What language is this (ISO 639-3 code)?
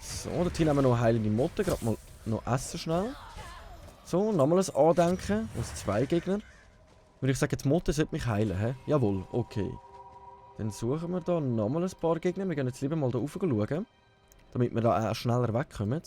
gsw